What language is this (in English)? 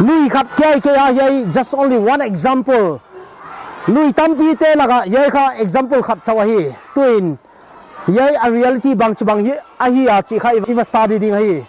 Paite Chin